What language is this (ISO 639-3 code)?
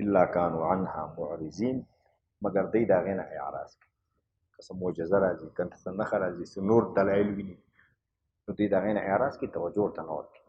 pus